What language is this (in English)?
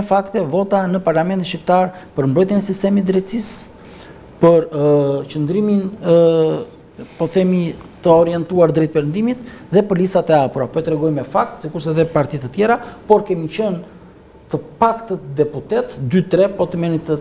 Albanian